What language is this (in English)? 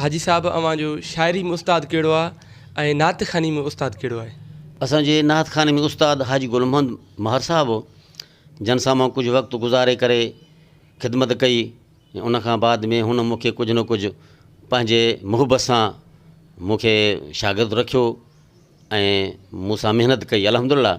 Sindhi